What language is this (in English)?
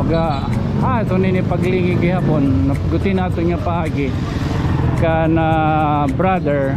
Waray